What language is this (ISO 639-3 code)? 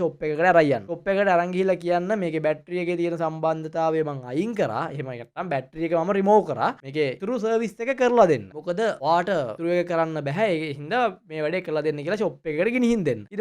sin